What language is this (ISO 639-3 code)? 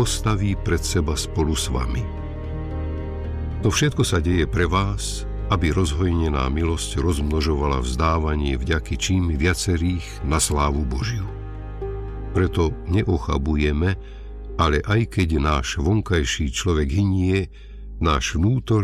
slk